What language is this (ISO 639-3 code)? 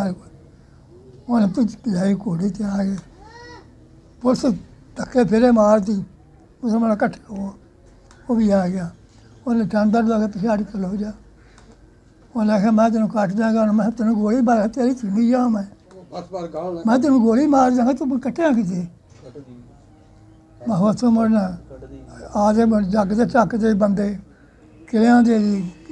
pan